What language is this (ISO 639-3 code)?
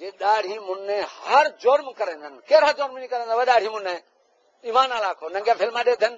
skr